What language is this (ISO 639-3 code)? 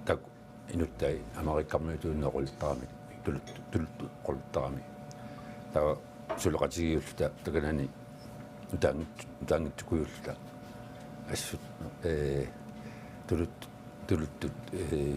kal